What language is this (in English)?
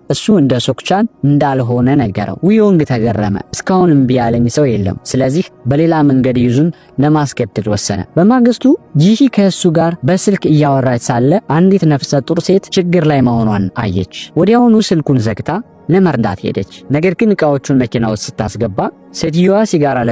Amharic